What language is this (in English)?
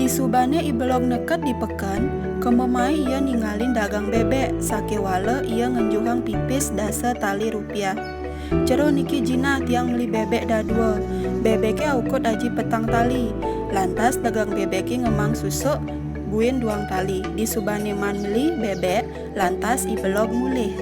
Balinese